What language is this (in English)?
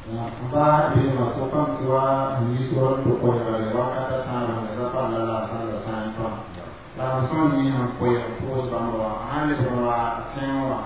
Mossi